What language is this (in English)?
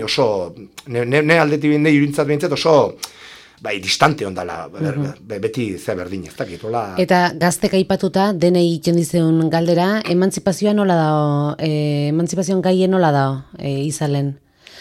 Basque